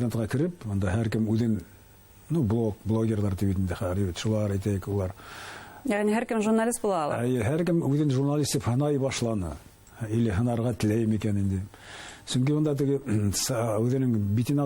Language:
Bashkir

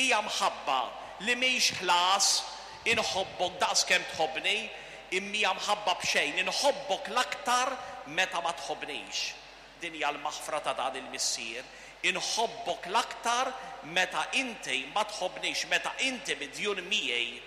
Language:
Maltese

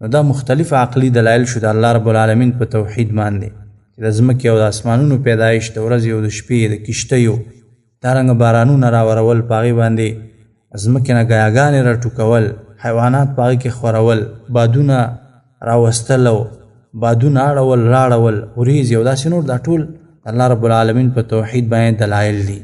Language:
Pashto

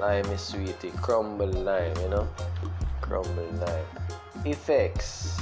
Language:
Jamaican Creole English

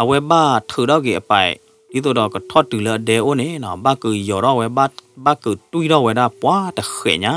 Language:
S'gaw Karen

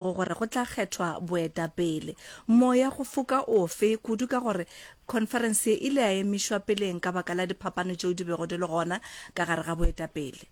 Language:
Northern Sotho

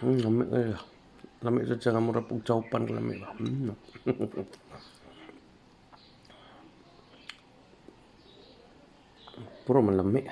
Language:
Cebuano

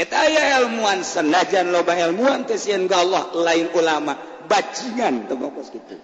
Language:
Sundanese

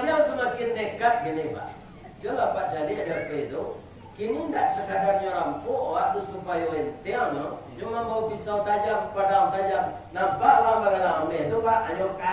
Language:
Minangkabau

